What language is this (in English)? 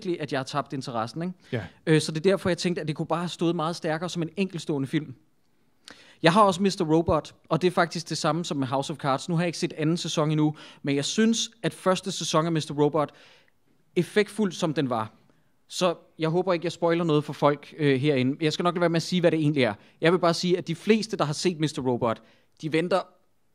Danish